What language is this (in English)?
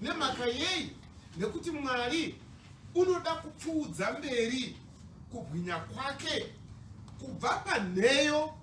Shona